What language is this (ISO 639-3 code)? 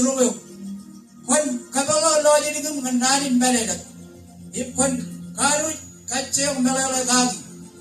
mah